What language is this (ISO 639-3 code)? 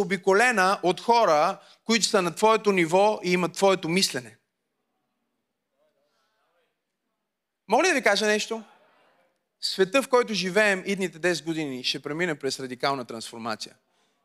bul